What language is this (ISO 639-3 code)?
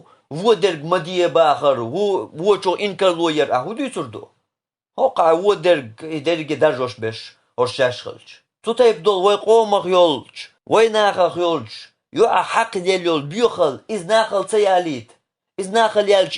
che